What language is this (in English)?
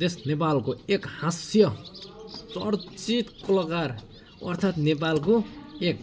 Nepali